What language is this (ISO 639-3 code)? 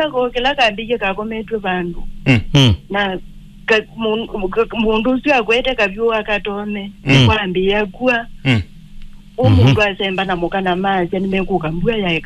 kam